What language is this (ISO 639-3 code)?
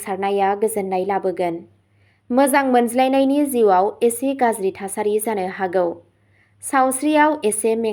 brx